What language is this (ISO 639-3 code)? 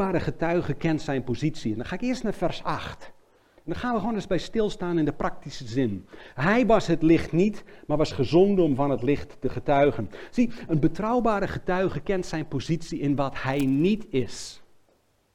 nld